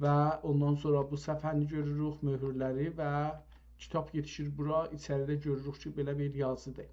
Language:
South Azerbaijani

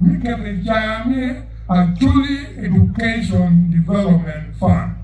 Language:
Acoli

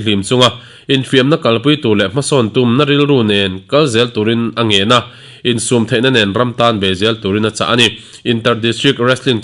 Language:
Mizo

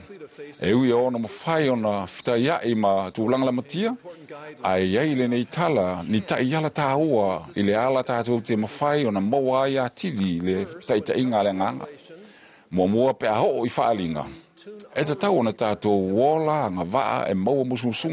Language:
Samoan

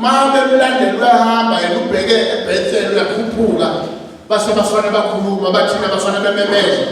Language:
Zulu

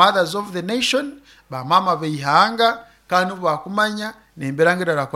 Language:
Nyoro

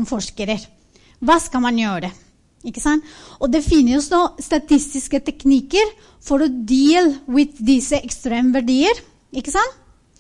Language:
Norwegian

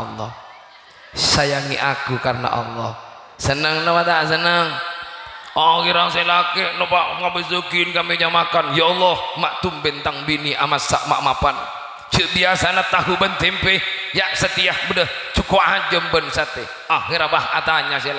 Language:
Madurese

